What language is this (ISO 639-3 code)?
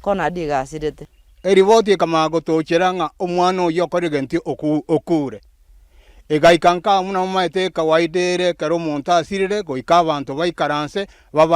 guz